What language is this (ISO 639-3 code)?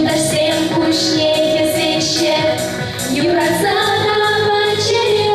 chv